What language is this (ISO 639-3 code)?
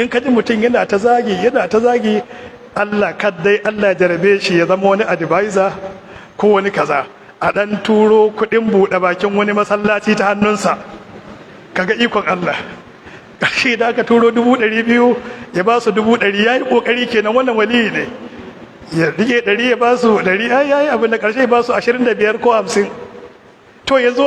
hau